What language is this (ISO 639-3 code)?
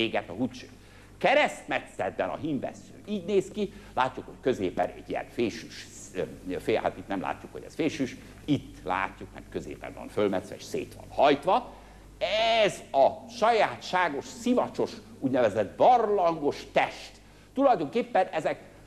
hun